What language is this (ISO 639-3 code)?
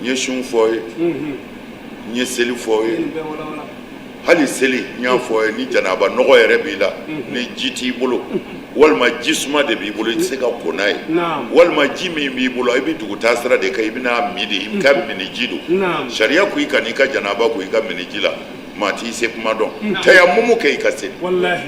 bam